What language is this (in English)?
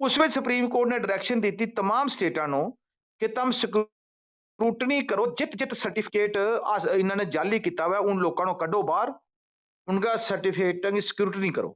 Gujari